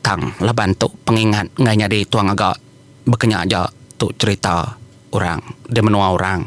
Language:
Iban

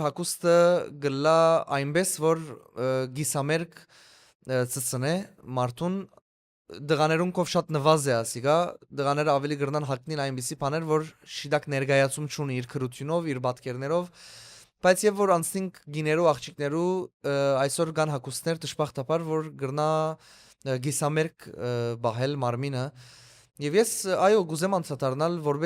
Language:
Western Armenian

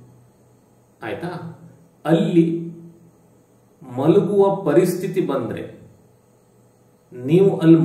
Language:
Kannada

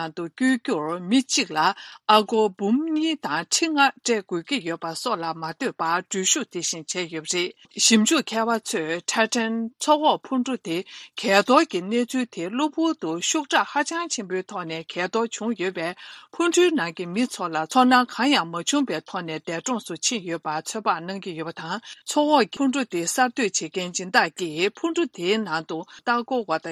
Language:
Tibetan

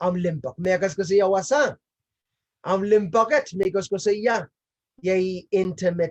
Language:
Pohnpeian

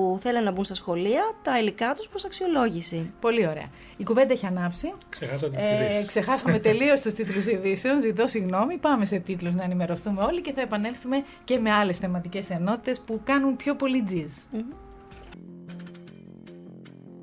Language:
Greek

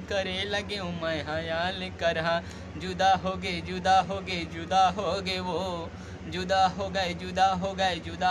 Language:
Chhattisgarhi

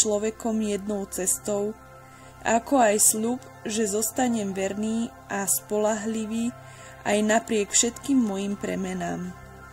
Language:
Slovak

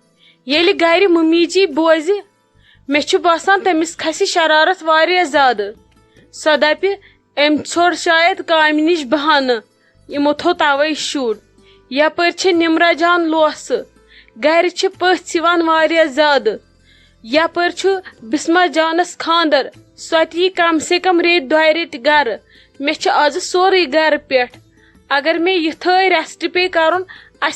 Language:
Kashmiri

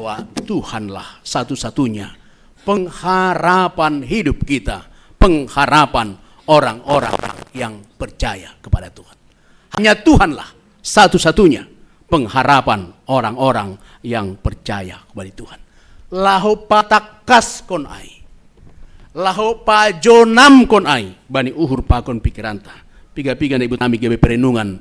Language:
Batak Simalungun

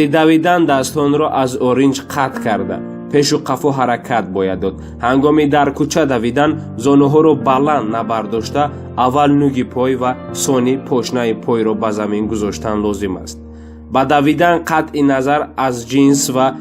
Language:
Tajik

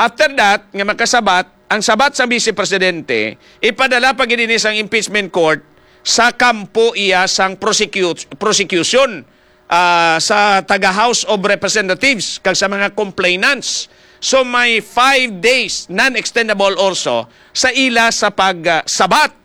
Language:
Hiligaynon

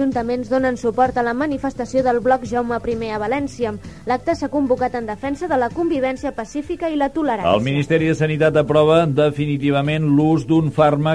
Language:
Catalan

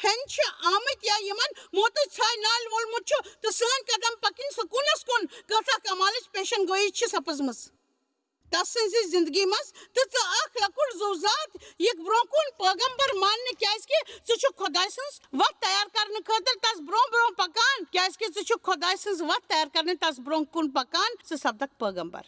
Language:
Kashmiri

